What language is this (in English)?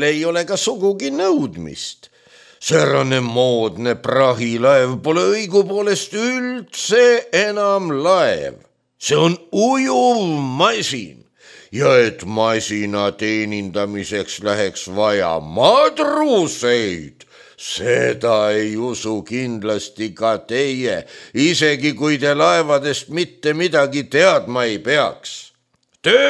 Estonian